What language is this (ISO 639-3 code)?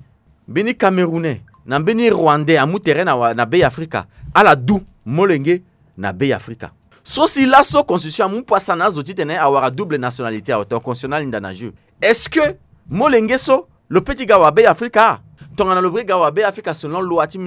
sag